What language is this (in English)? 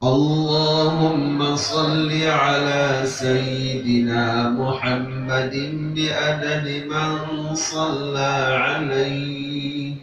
Sasak